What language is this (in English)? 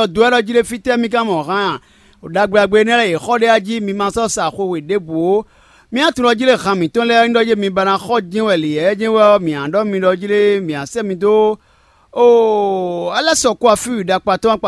Fon